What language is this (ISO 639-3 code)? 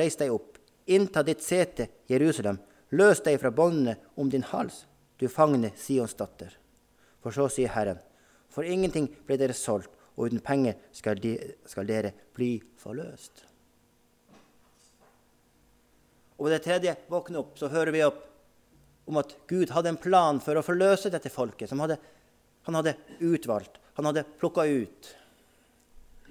nor